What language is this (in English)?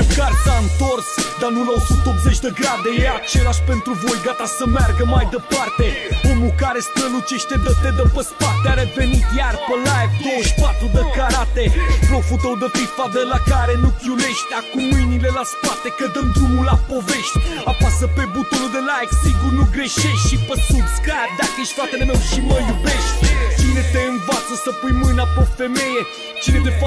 Romanian